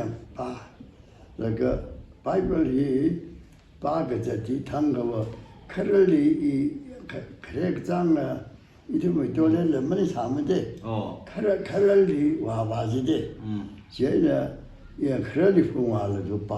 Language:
Tangkhul Naga (India)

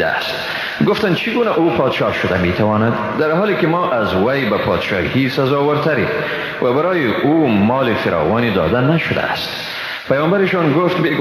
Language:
Persian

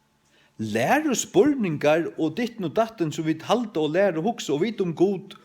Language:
Faroese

